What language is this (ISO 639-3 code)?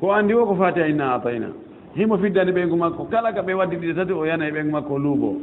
ful